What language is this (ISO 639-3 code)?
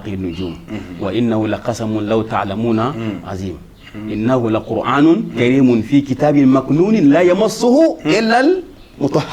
bam